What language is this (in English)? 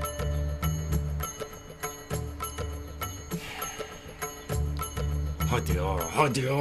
Turkish